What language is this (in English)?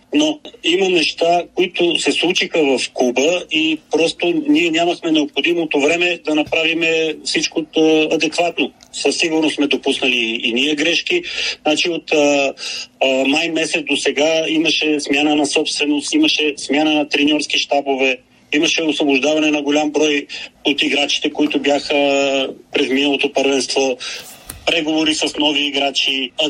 Bulgarian